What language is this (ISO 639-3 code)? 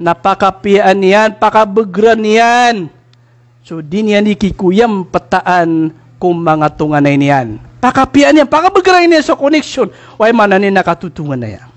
mrw